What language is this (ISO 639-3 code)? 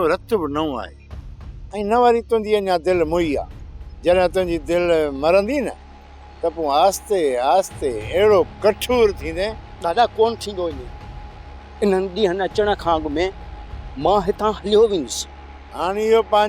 snd